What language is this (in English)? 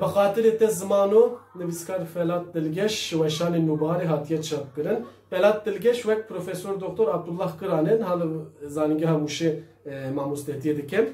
Kurdish